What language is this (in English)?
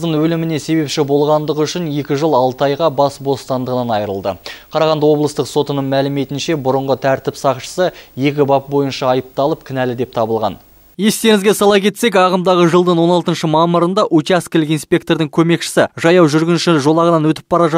Kazakh